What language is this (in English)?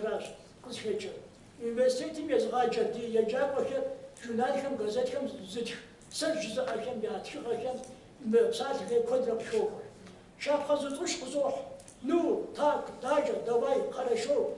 Kabardian